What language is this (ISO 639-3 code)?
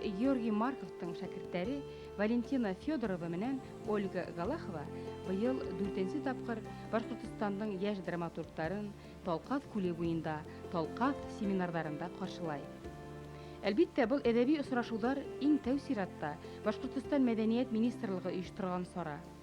bak